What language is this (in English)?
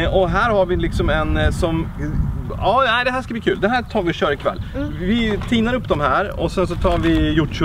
Swedish